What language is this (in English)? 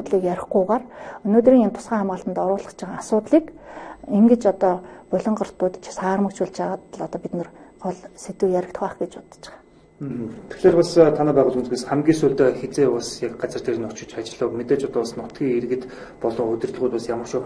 Mongolian